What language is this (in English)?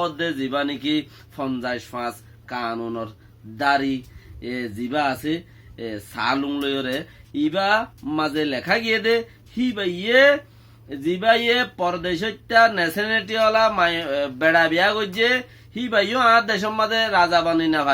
Rohingya